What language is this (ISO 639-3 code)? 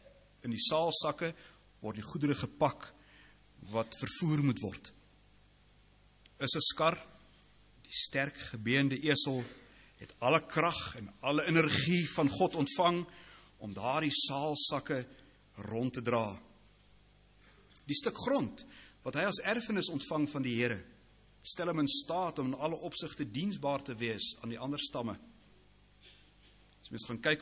afr